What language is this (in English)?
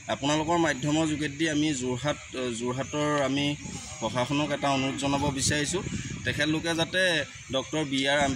Assamese